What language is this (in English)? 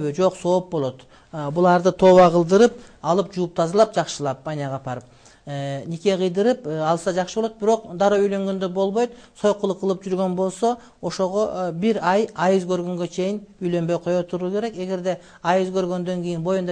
Kyrgyz